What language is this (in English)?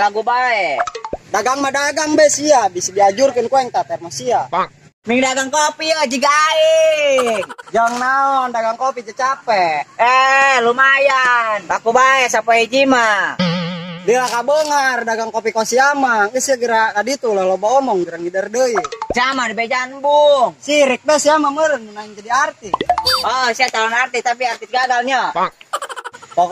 Sundanese